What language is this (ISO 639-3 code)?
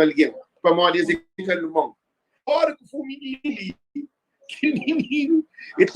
kea